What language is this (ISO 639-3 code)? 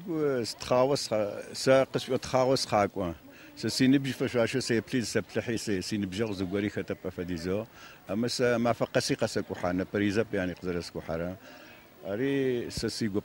ady